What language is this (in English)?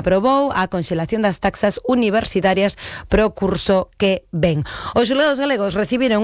Galician